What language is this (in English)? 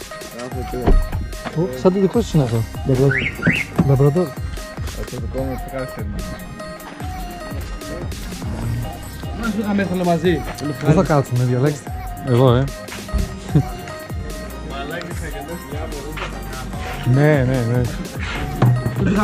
Greek